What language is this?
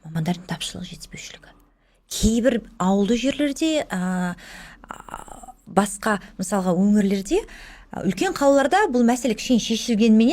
Kazakh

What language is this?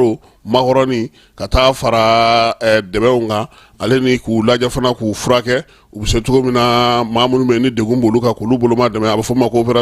Bambara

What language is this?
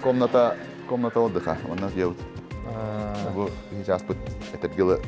Yakut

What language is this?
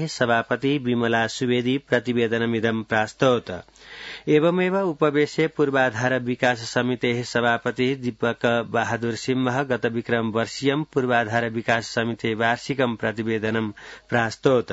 Sanskrit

